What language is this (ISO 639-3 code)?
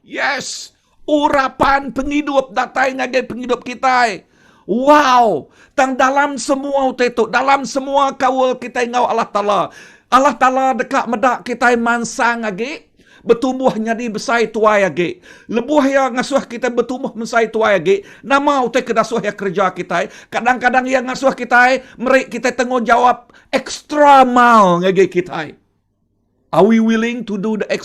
iba